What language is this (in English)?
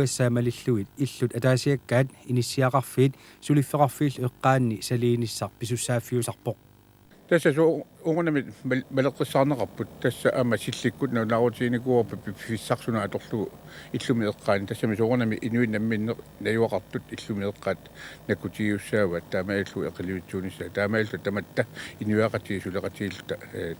Kalaallisut